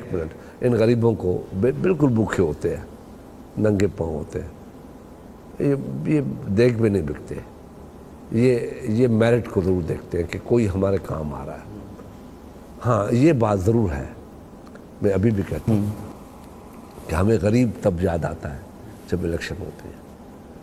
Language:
Urdu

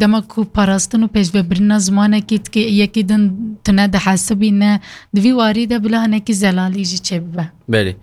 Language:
Kurdish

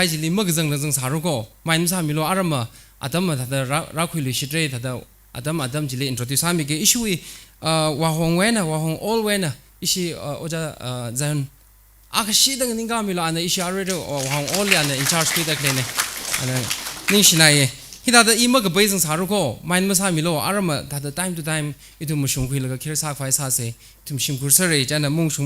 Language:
Tangkhul Naga (India)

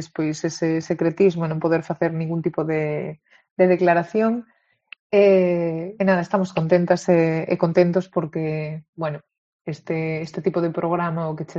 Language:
Galician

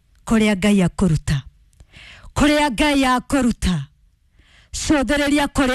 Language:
Kikuyu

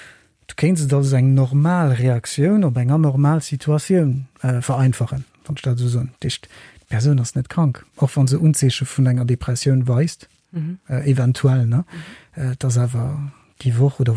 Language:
Luxembourgish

